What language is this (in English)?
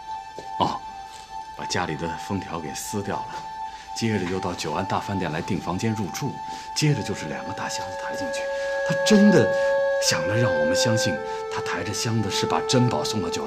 Chinese